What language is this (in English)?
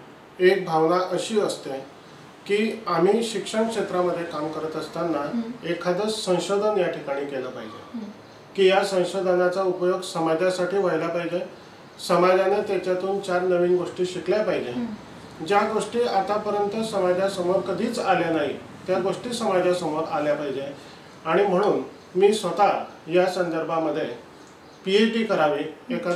Marathi